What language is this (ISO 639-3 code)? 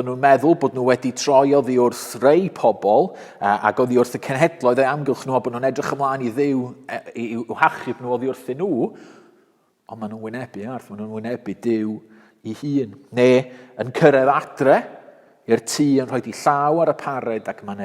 cym